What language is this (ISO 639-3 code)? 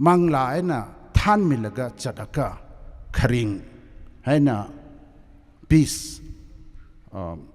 nmf